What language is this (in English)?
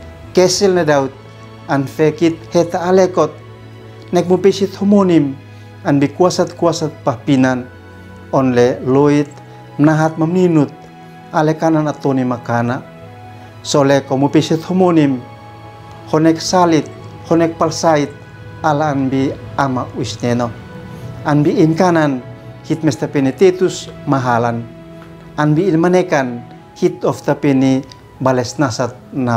Uab Meto